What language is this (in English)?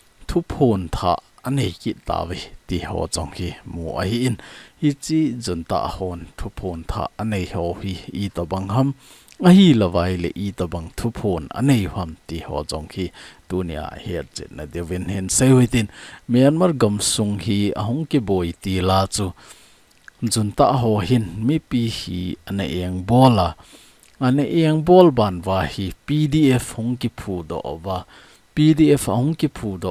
Thado Chin